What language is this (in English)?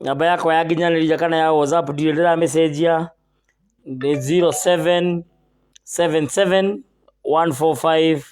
Kikuyu